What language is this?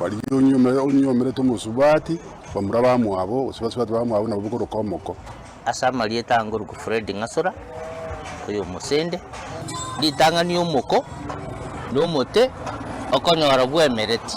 Gusii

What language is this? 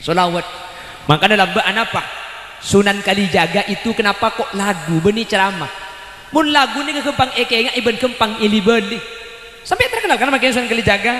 Madurese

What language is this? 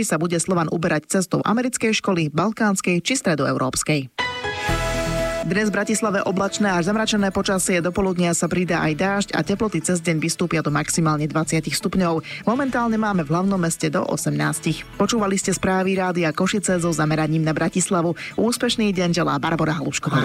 Slovak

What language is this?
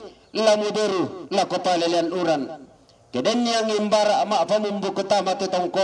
Toraja-Sa'dan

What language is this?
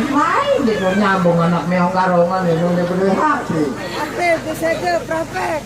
Sasak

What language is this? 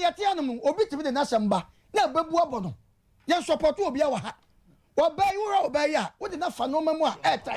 Akan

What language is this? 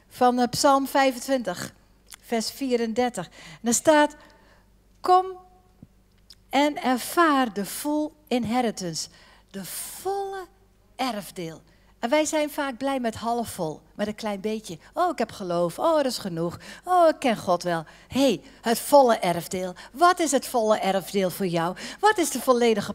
Dutch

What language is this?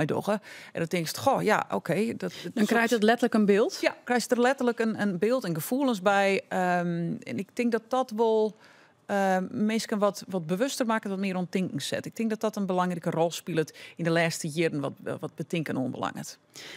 Western Frisian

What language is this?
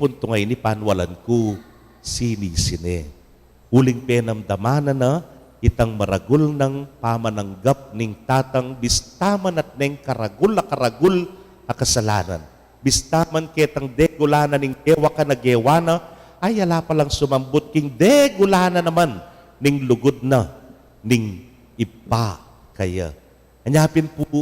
Pampanga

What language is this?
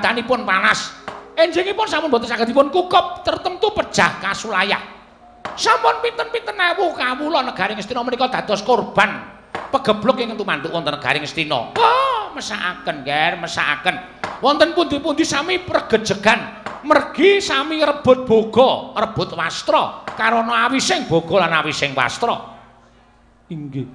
Javanese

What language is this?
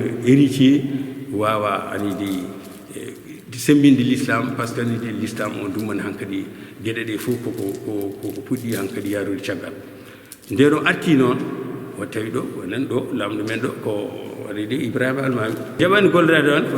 Fula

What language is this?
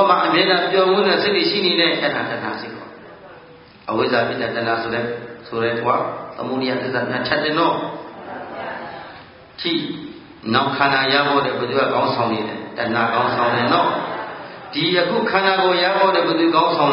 Burmese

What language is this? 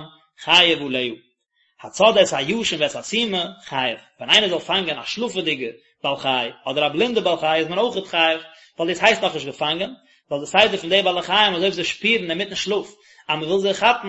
Yiddish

